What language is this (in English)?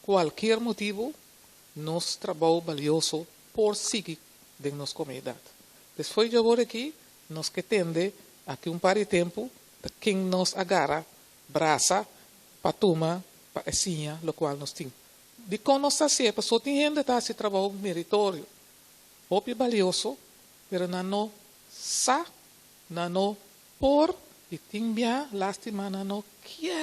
Papiamento